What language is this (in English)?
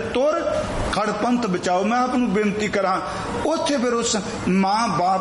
Punjabi